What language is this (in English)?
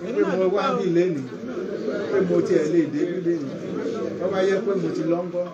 Yoruba